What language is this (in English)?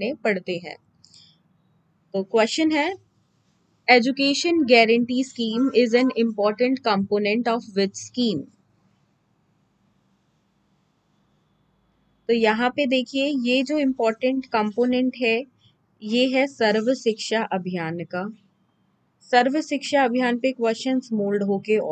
Hindi